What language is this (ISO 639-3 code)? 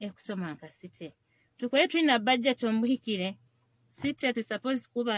nyo